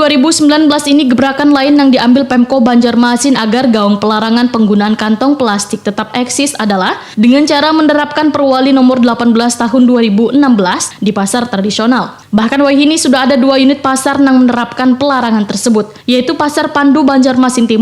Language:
Banjar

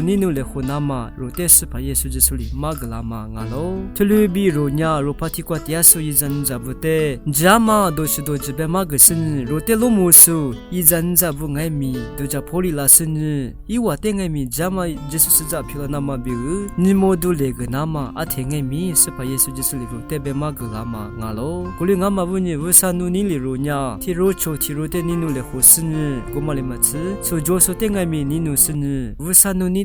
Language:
Lisu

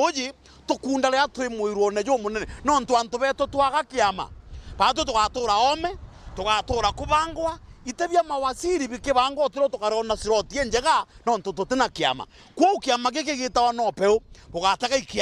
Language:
Meru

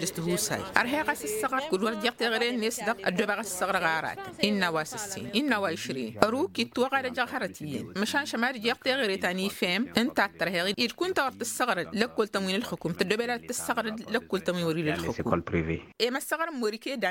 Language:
Tamasheq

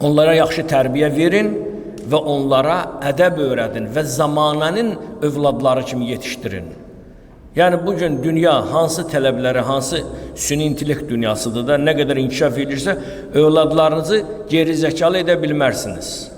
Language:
Azerbaijani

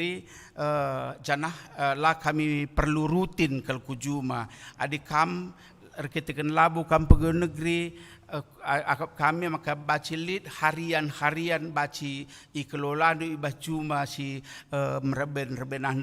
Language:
Batak Karo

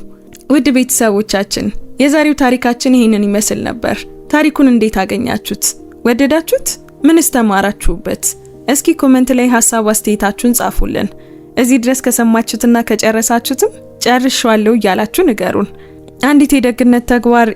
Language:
Amharic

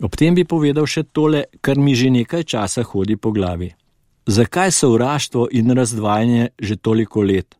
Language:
Slovenian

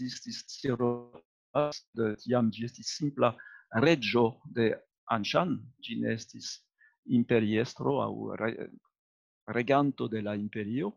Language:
Esperanto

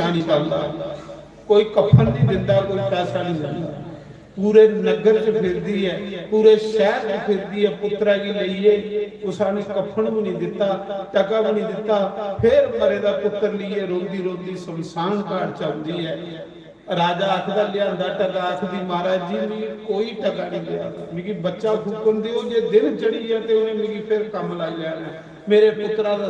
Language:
Dogri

